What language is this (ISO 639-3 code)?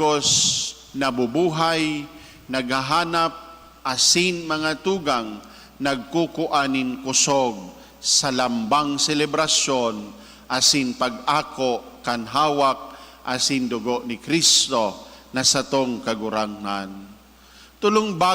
bik